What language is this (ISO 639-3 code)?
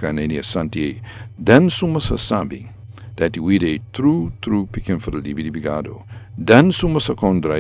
srn